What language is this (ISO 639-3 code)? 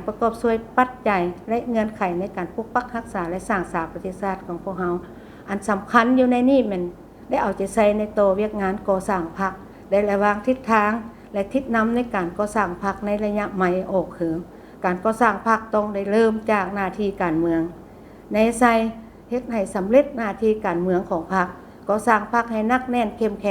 lao